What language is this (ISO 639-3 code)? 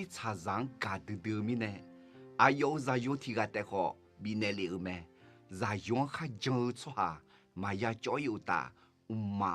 ahk